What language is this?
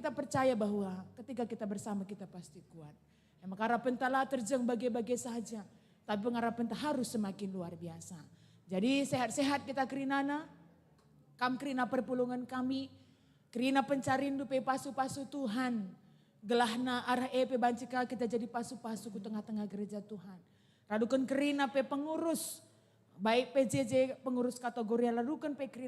Batak Karo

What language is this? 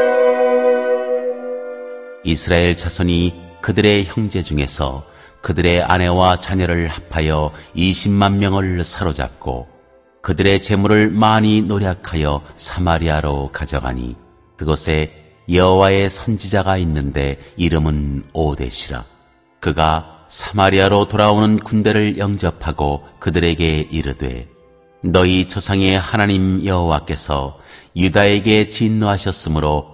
Korean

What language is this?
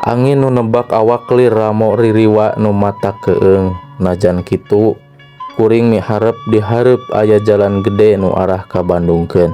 Sundanese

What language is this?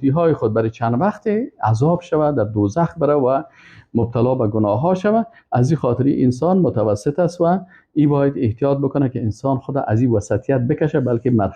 Persian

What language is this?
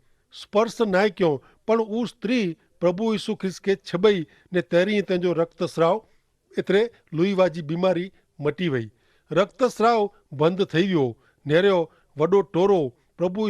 Kachhi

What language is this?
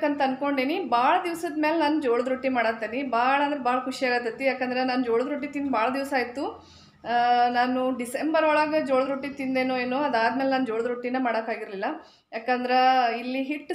Kannada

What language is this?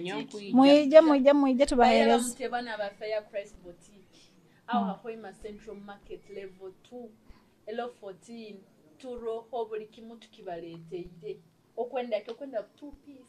Nyoro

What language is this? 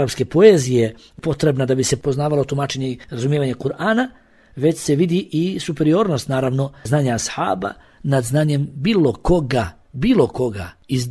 Bosnian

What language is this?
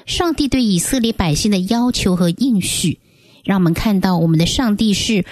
Chinese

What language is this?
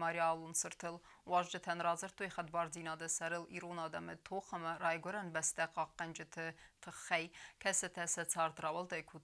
Ossetic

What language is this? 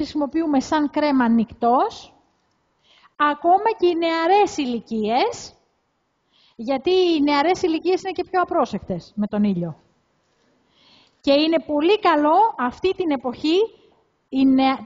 Greek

